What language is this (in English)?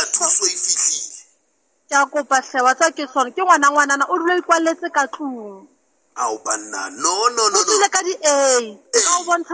Southern Sotho